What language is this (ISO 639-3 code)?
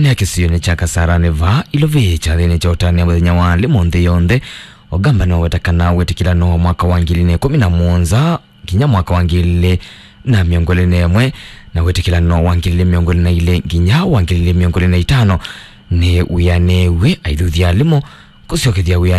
kam